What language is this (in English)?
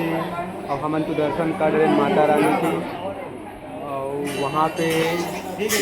Chhattisgarhi